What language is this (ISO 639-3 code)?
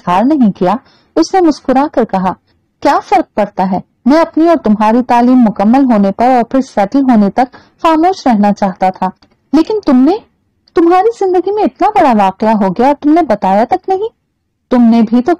urd